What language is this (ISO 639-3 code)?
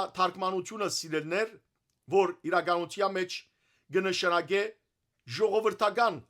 hyw